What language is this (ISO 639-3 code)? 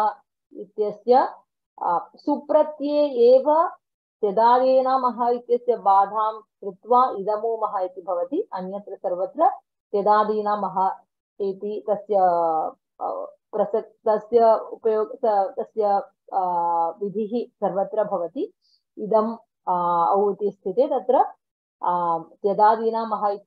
san